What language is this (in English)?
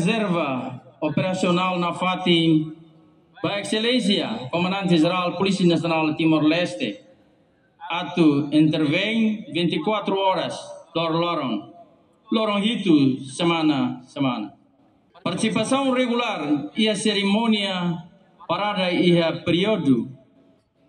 Tetum